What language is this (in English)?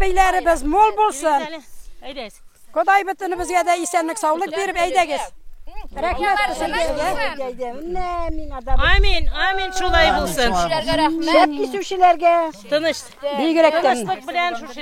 Tatar